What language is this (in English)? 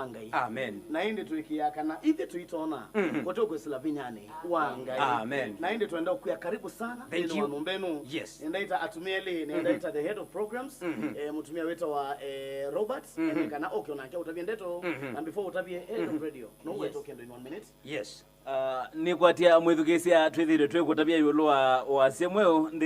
Kamba